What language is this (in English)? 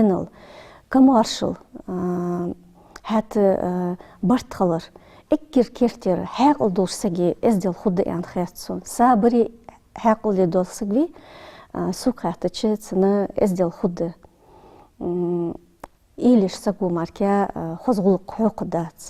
Ingush